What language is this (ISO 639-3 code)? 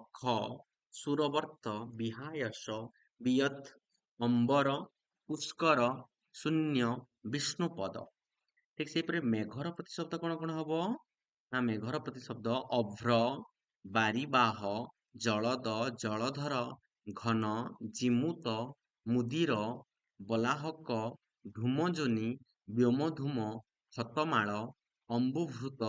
ori